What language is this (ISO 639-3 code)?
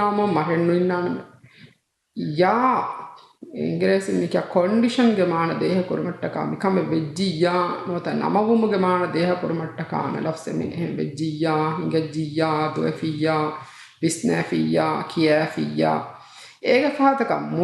div